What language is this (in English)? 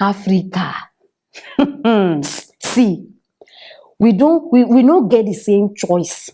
Nigerian Pidgin